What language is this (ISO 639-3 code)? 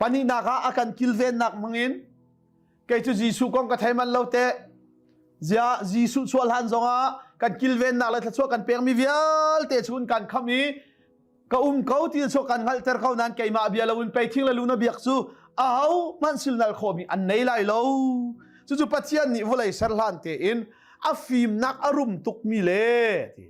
cnh